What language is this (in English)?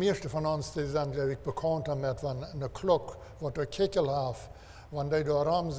Plautdietsch